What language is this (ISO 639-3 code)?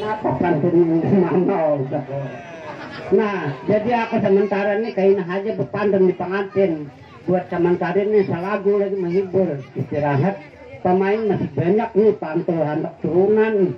bjn